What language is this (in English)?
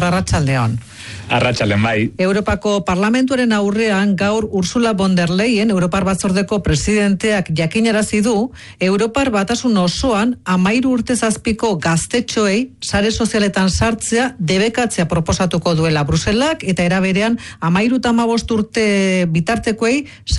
Basque